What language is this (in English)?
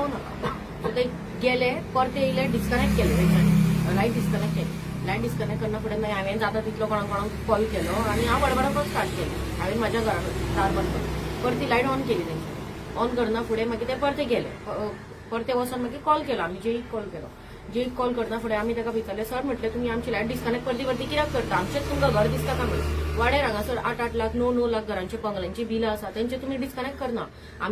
Konkani